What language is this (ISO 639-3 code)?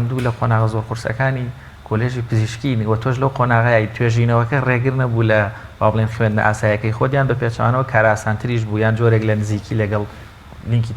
ckb